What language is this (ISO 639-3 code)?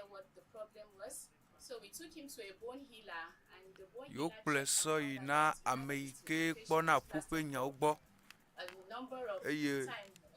ewe